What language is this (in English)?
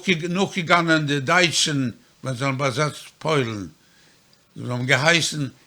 Yiddish